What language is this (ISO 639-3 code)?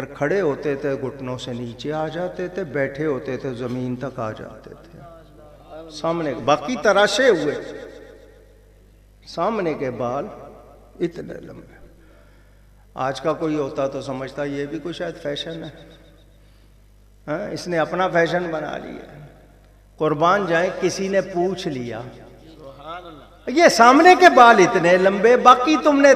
urd